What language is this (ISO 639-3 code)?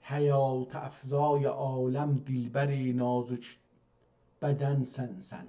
azb